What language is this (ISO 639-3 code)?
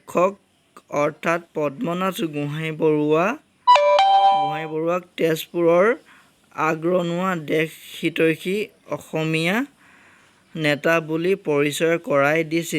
asm